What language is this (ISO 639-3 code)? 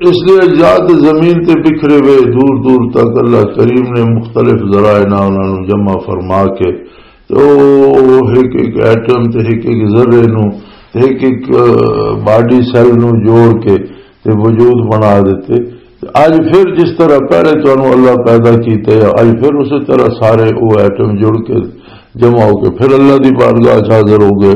lah